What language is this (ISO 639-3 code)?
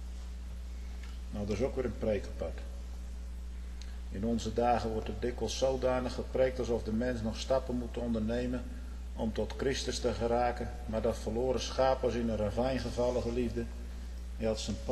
nld